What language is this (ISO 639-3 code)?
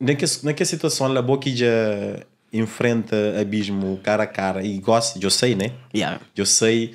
kea